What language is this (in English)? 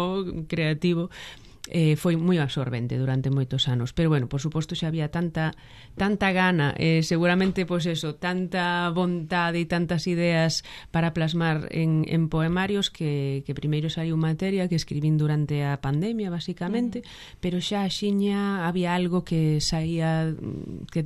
Galician